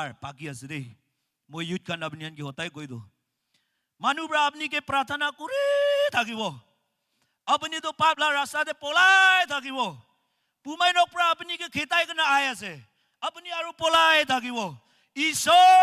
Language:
Naga Pidgin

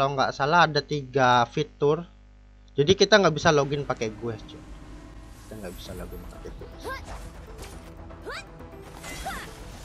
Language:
Indonesian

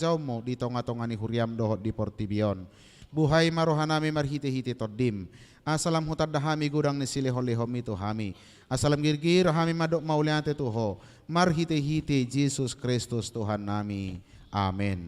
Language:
Batak Toba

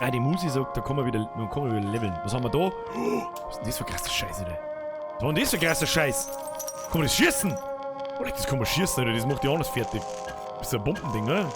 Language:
Bavarian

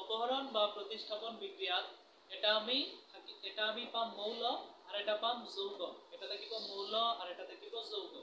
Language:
Assamese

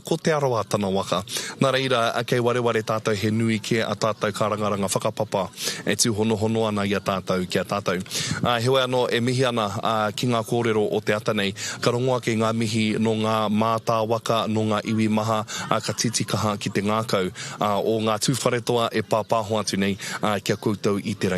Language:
Māori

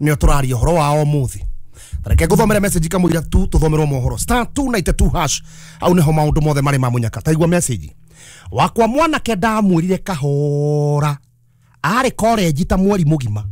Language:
Kikuyu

